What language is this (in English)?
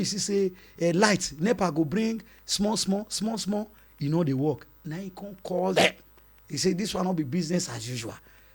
Nigerian Pidgin